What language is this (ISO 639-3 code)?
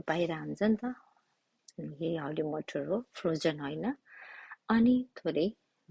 nep